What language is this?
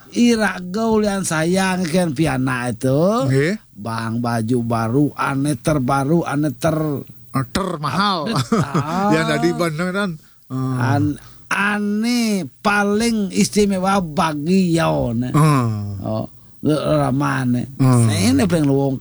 Balinese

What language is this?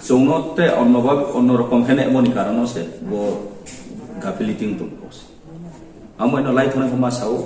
Riang (India)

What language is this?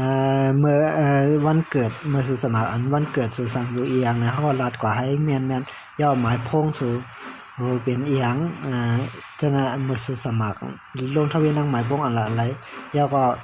Shan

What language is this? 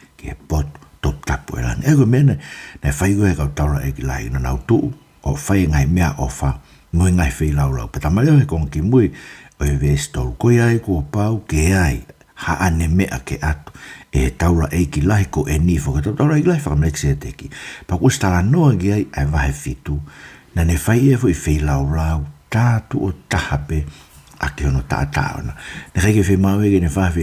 Tongan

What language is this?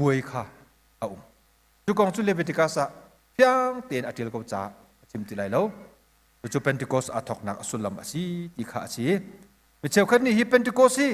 Hakha Chin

